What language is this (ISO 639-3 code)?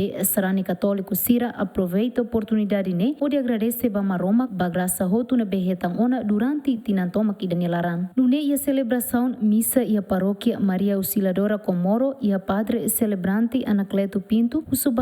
tet